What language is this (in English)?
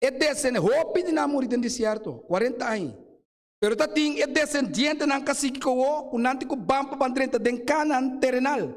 Papiamento